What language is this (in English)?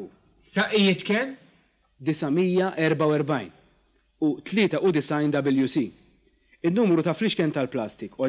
Maltese